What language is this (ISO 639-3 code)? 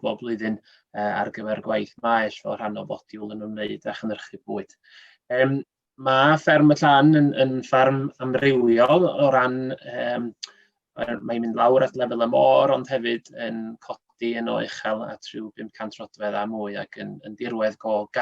cym